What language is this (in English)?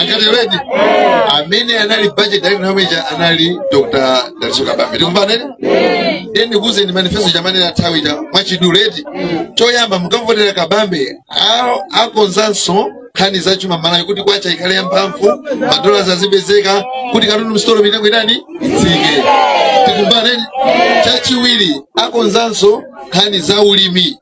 Nyanja